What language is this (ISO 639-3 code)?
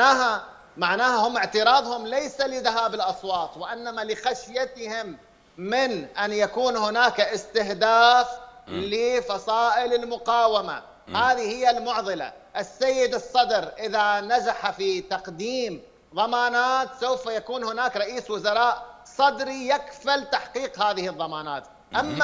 acm